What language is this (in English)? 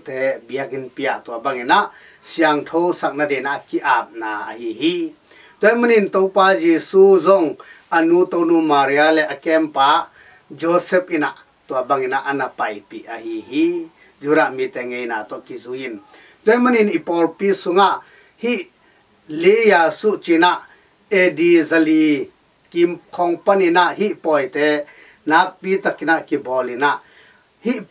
Tedim Chin